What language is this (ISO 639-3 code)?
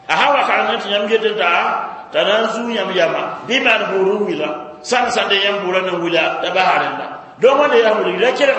mos